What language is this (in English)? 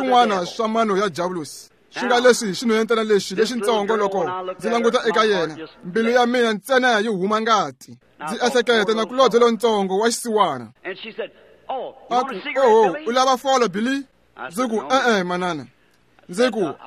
Tsonga